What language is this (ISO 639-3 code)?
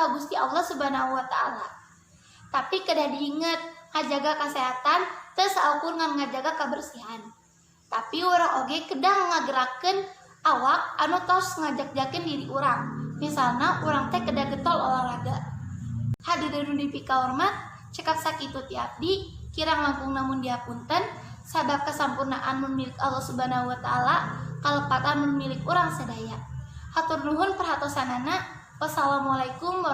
sun